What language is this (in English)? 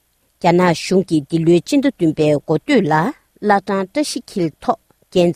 Tibetan